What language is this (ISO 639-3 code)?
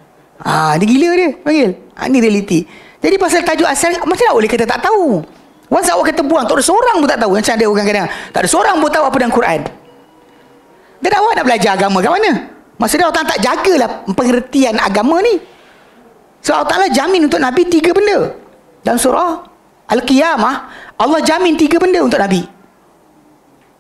msa